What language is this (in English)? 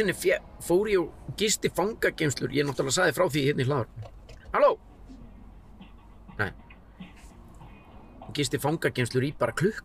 Icelandic